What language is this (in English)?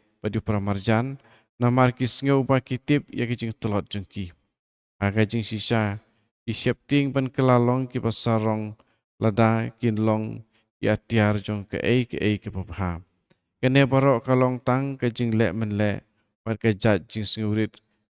Khasi